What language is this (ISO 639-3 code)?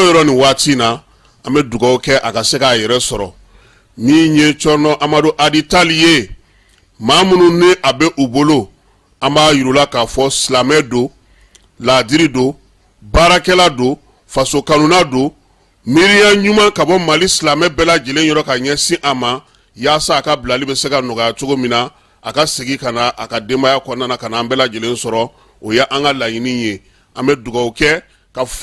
bam